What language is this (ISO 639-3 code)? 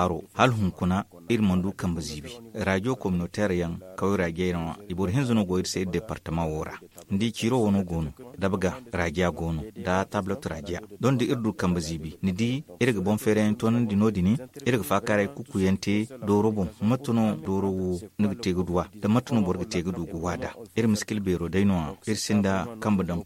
dje